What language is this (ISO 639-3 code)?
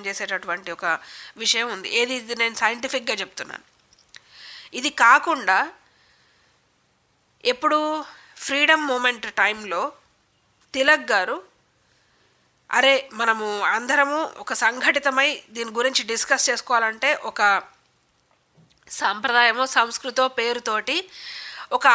tel